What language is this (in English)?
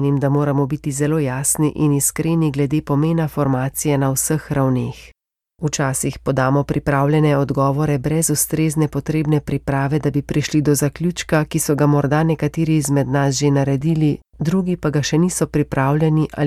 Slovenian